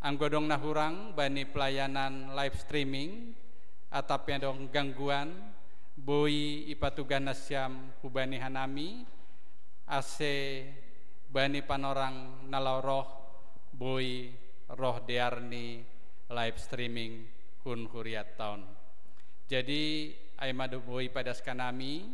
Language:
Batak Simalungun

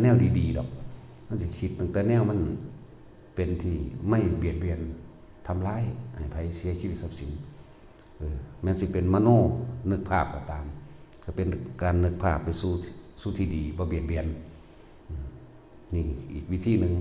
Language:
Northeastern Thai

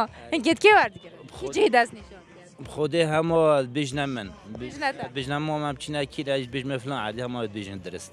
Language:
Kurdish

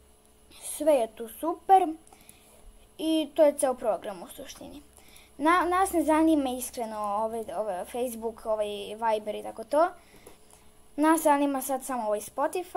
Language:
Serbian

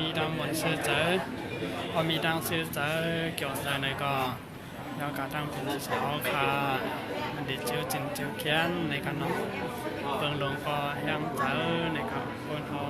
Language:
Shan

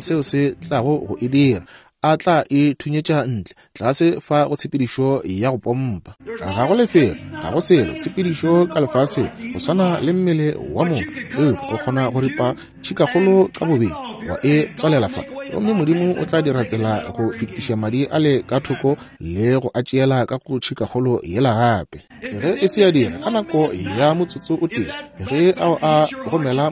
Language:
Northern Sotho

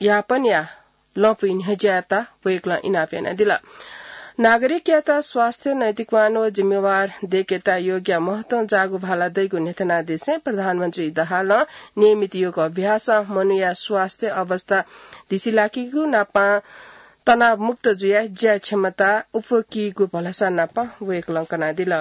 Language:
Newari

